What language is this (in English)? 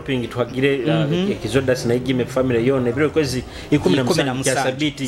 Nyoro